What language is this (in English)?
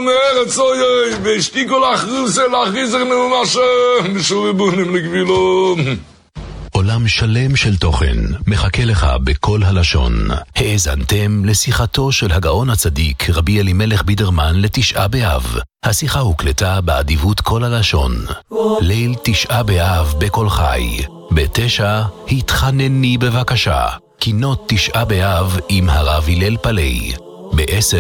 Hebrew